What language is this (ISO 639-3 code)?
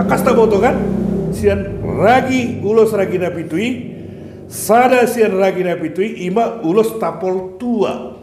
bbc